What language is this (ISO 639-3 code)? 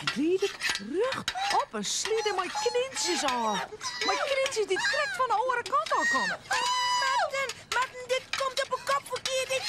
fry